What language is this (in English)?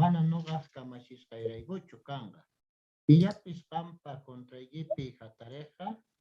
South Bolivian Quechua